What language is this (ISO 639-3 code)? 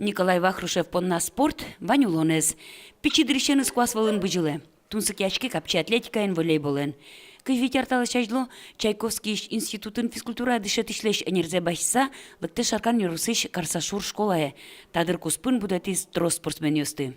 udm